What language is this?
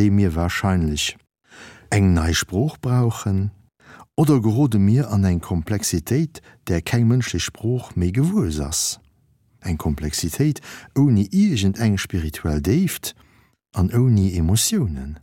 Luxembourgish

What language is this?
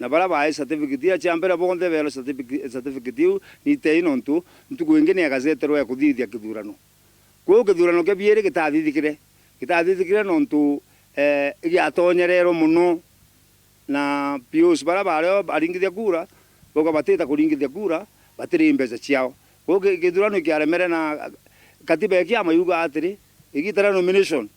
Meru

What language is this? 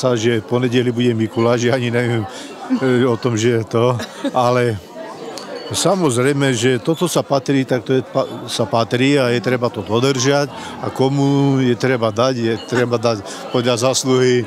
Slovak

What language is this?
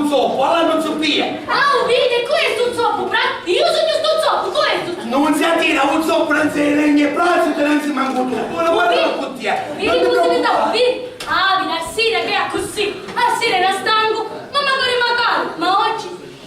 Sicilian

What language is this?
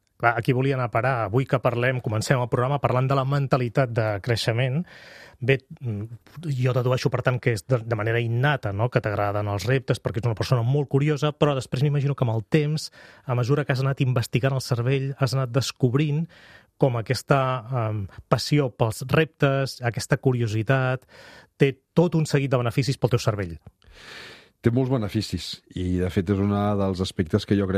Catalan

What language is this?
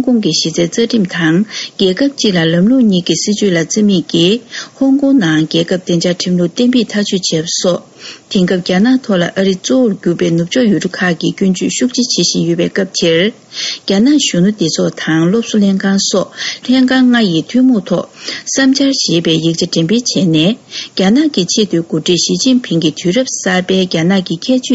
Tibetan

